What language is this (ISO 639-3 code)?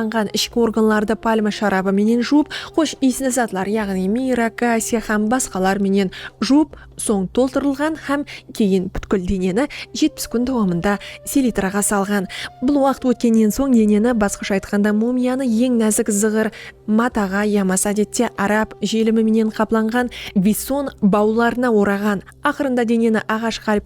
kaa